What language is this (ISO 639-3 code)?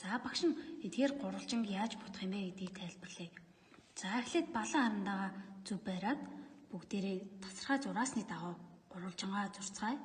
mon